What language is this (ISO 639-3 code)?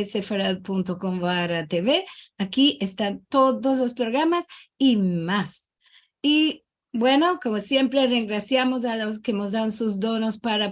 lad